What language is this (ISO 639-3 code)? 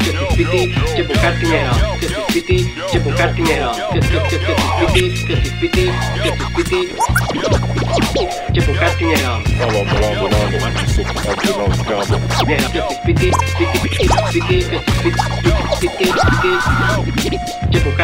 slk